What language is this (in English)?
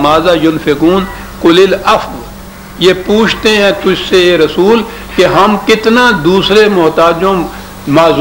Urdu